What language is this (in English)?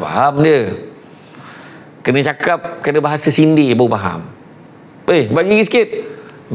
Malay